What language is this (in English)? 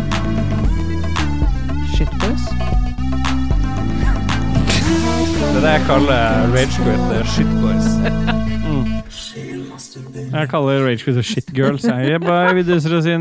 Norwegian